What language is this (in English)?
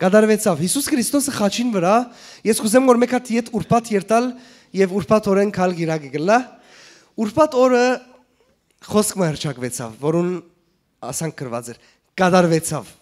Western Armenian